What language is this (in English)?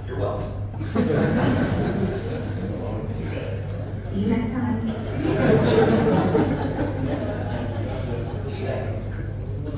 Hebrew